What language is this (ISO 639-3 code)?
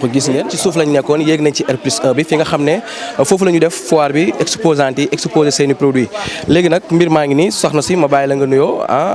wol